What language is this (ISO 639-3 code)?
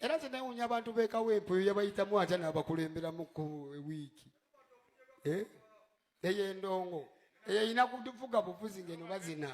lug